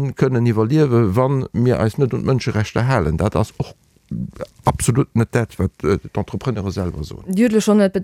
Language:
Luxembourgish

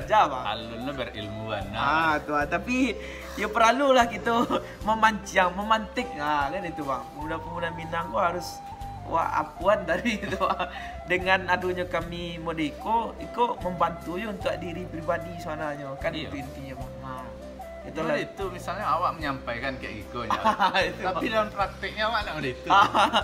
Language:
Minangkabau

